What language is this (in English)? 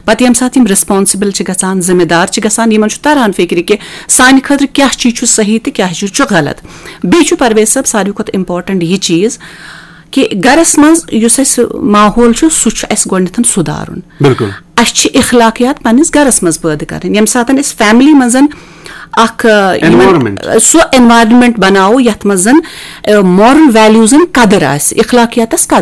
Kashmiri